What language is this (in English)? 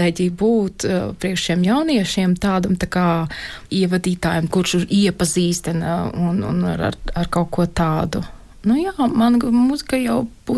Latvian